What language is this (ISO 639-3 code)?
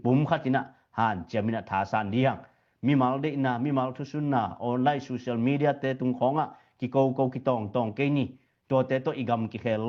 ctd